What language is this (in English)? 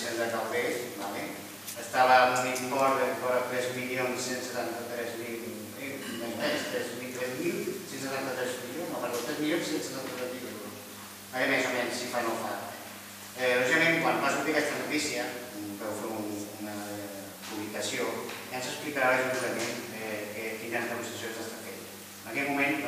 Catalan